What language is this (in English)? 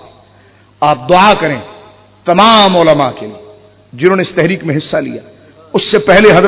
Urdu